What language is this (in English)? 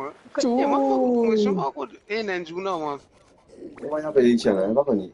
Morisyen